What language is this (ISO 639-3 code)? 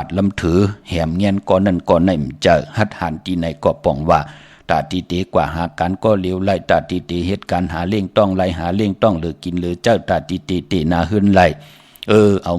shn